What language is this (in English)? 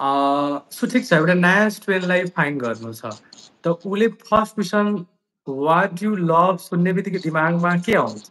Nepali